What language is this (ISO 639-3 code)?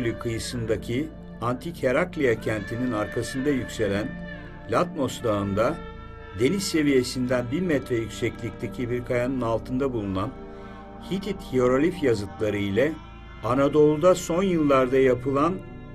tur